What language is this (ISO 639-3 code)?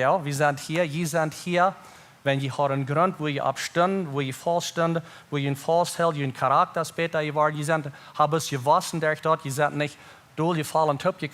pdt